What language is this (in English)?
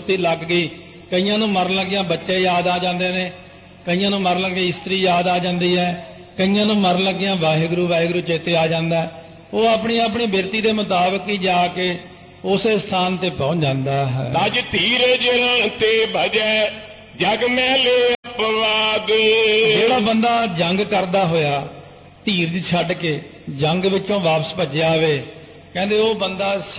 Punjabi